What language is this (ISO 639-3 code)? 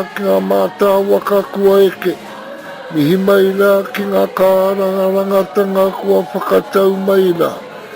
mri